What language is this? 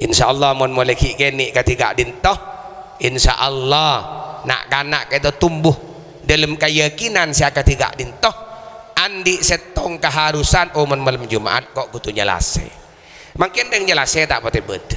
Madurese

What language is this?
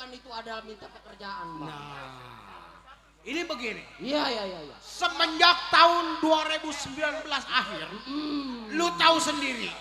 Betawi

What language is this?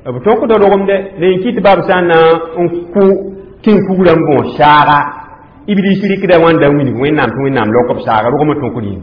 Mossi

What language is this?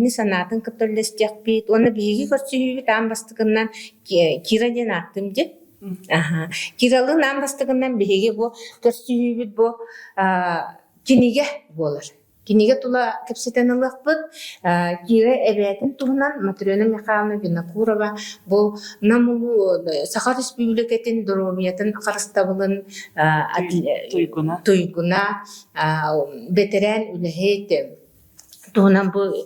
Yakut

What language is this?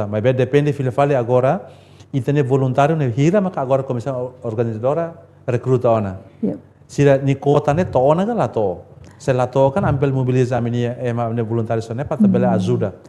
Tetum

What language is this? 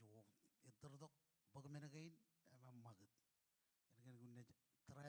Marshallese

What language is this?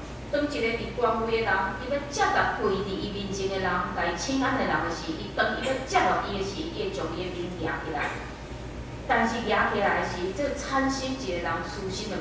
Min Nan Chinese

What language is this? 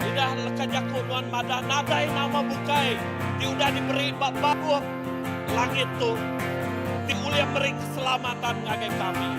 Iban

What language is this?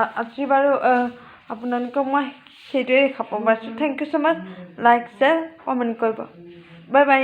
Assamese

